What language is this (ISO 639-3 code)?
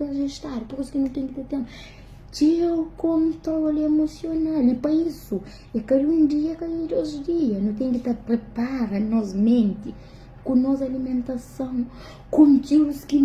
kea